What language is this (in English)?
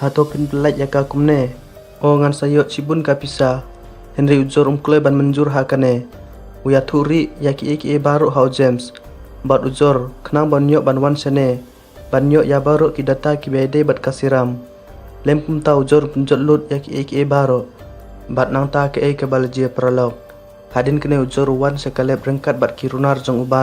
Khasi